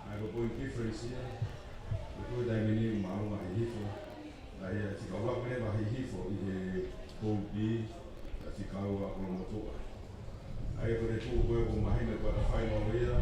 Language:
Tongan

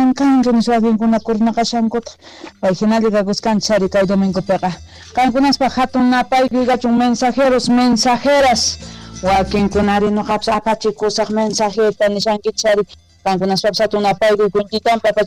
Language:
Quechua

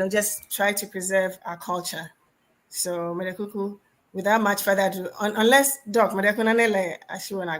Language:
Ewe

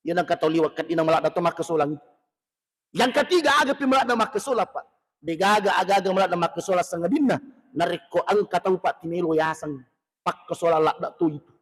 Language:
Buginese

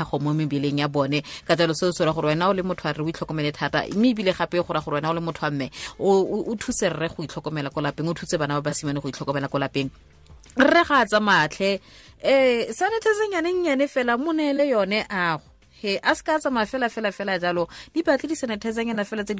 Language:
Tswana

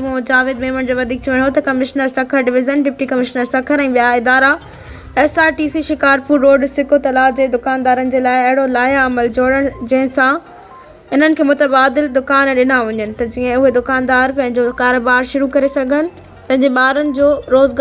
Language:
Sindhi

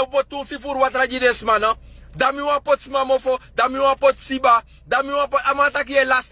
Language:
Sranan Tongo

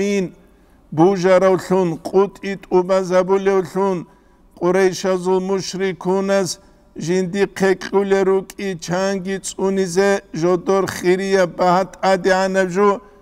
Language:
Avaric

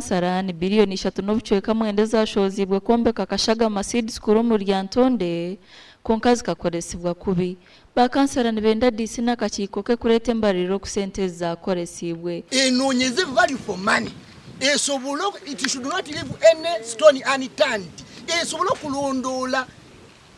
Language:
Nyankole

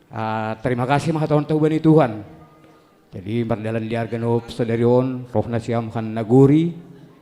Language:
Batak Simalungun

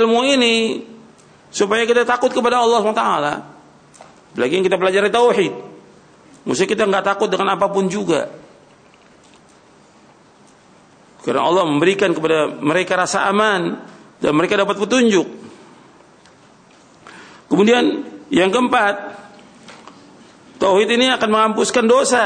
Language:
Indonesian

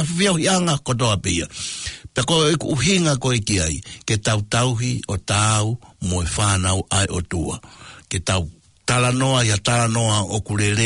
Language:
Tongan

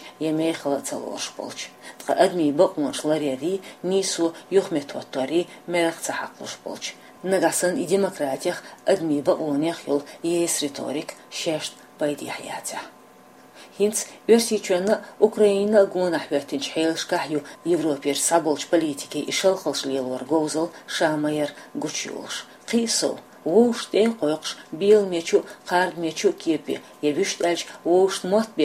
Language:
Chechen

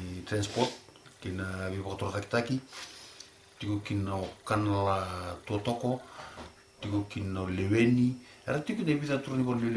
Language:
Fijian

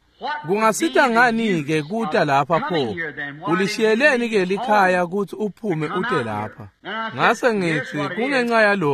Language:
Swati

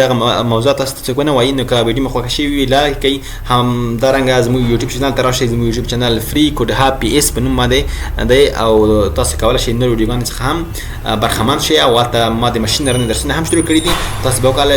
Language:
Pashto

